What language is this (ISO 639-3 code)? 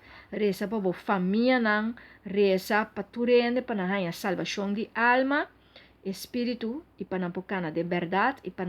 pap